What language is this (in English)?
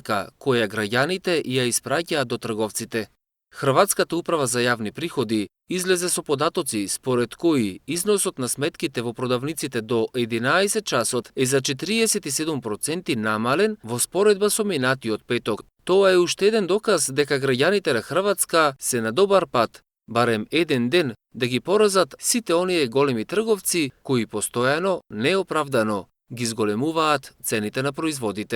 Macedonian